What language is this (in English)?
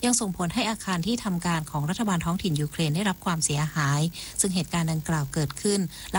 Thai